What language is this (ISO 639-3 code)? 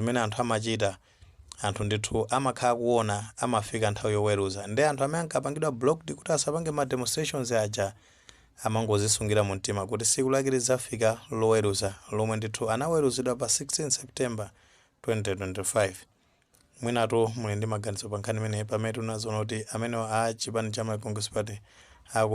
nya